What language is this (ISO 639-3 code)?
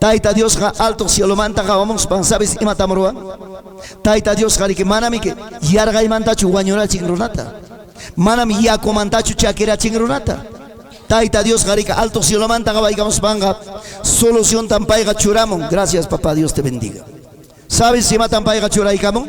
quy